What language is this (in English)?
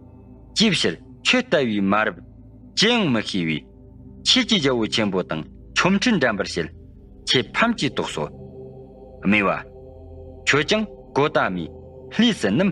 Tibetan